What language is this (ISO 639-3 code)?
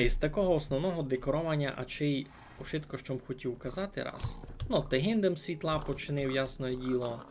rue